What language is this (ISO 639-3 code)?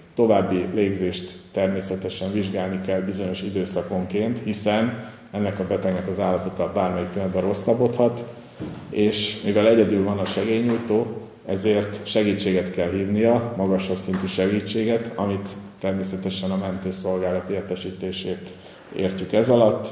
hun